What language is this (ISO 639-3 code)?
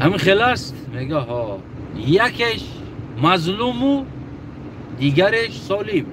tgk